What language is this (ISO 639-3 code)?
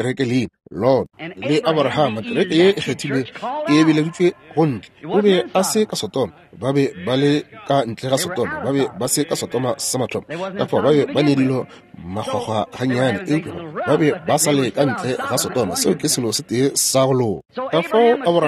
nso